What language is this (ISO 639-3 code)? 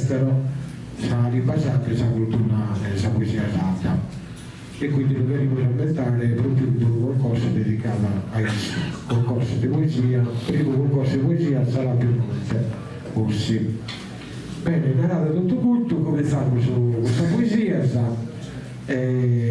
srd